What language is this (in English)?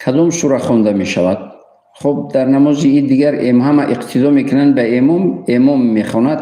Tajik